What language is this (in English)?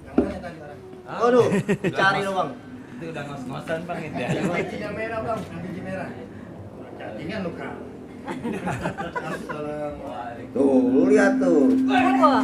Betawi